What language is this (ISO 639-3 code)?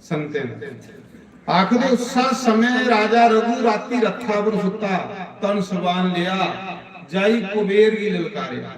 doi